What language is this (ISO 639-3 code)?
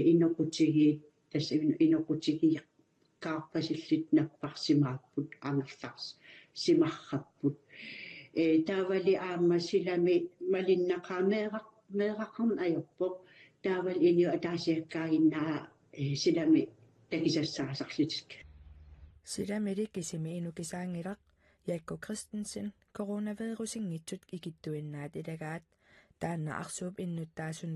kal